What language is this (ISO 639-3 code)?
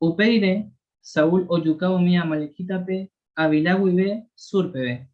grn